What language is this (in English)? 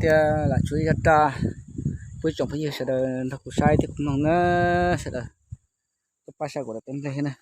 Hmong